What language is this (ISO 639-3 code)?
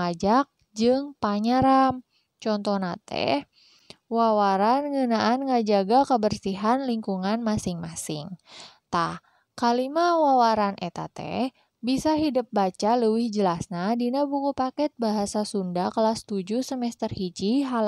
sun